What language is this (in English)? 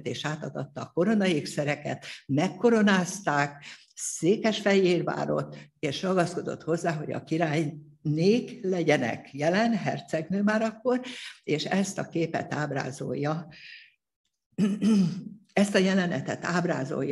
Hungarian